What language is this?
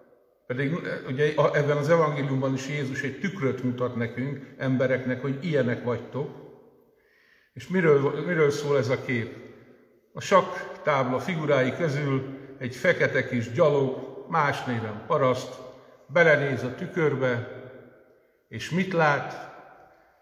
Hungarian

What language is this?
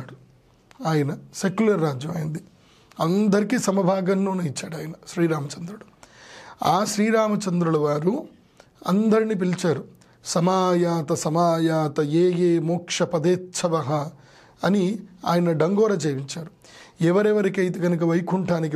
Telugu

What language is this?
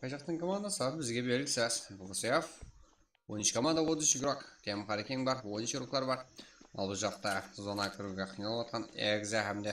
Kara-Kalpak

